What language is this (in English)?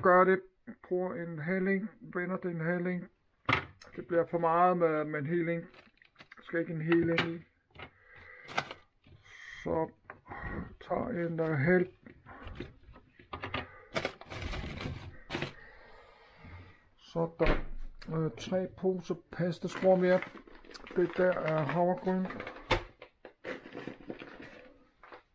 Danish